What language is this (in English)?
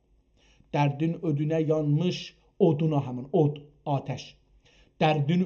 South Azerbaijani